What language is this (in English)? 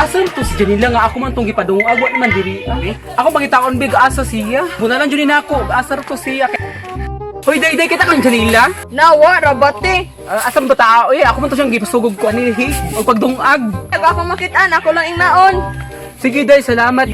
Cebuano